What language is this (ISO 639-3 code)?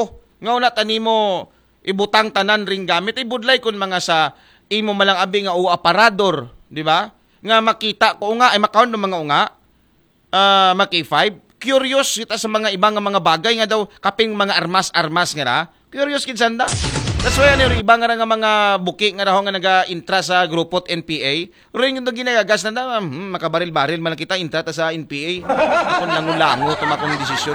akl